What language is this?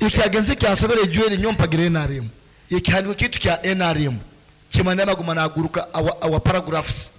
Nyankole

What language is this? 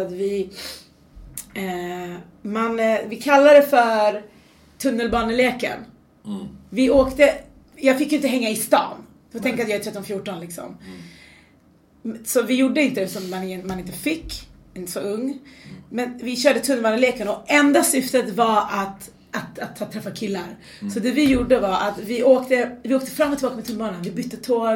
Swedish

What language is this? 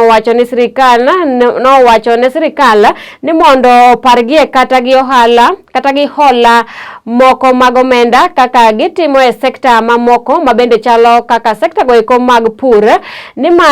Luo (Kenya and Tanzania)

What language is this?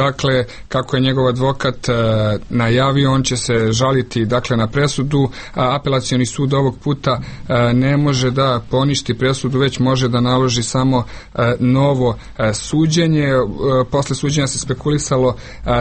Serbian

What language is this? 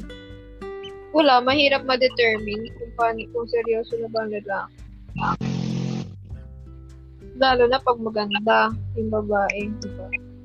Filipino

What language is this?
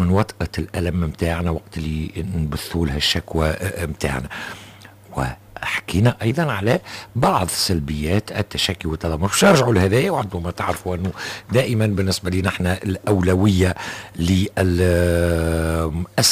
Tunisian Arabic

